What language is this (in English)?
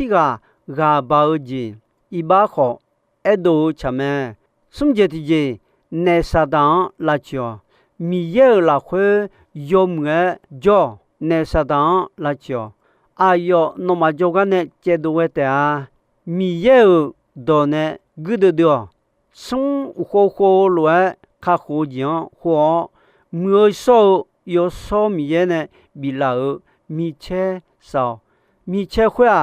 Akha